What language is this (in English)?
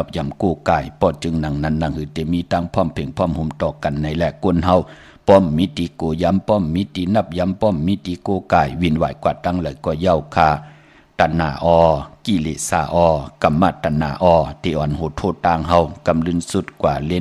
Shan